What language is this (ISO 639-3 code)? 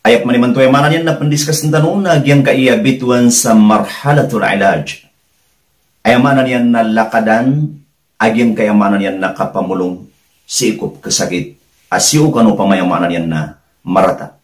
mrw